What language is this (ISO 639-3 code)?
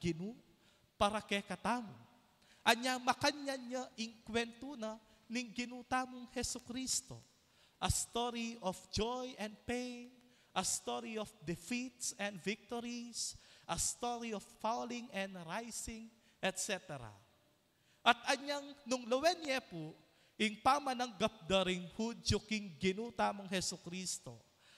pam